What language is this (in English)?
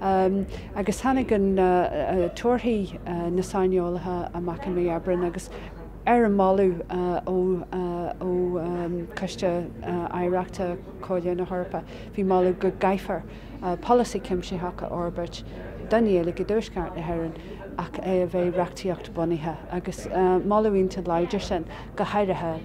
Irish